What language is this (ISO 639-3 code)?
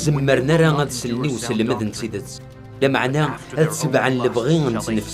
kab